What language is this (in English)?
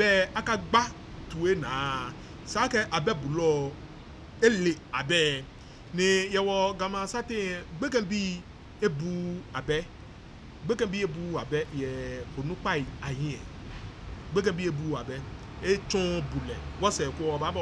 Ga